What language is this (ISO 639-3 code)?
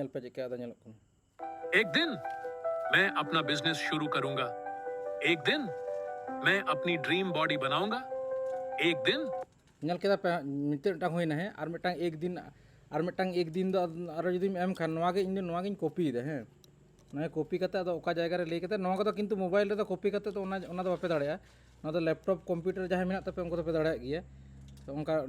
sat